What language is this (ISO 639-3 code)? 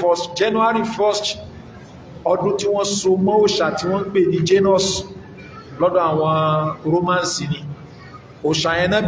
yor